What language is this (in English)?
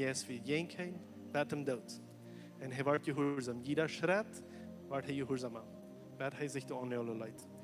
Plautdietsch